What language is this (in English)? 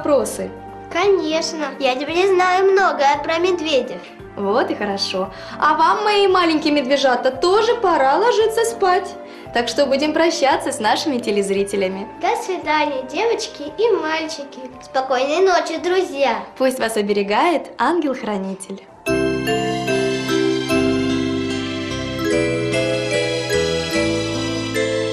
Russian